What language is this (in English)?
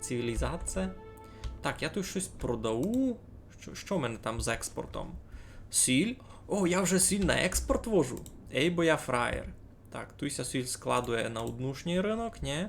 Rusyn